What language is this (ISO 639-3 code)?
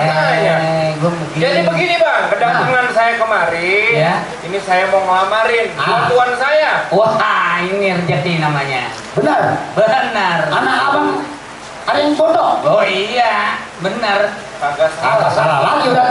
bew